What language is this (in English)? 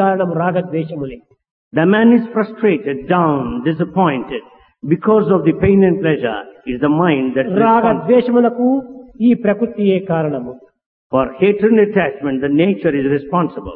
Telugu